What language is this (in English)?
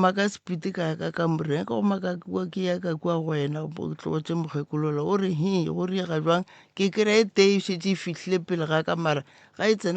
Northern Sotho